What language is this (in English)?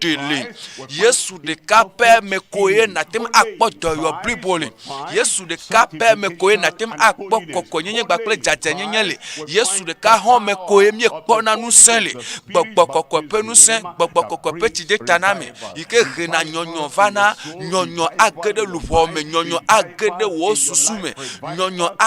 Ewe